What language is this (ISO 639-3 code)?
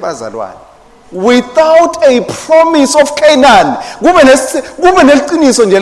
ssw